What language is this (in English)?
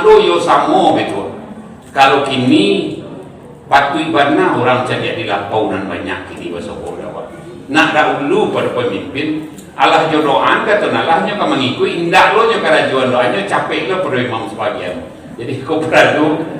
Minangkabau